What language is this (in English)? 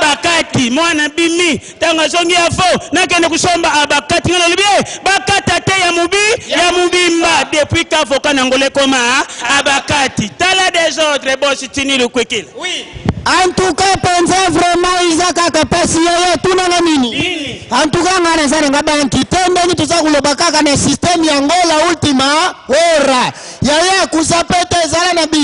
Lingala